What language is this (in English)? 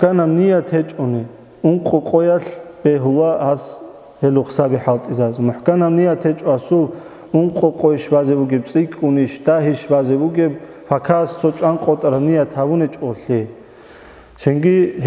Avaric